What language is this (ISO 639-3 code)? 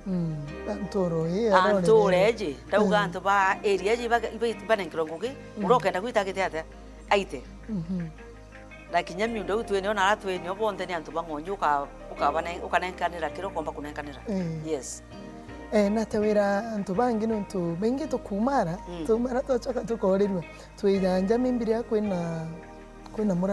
mer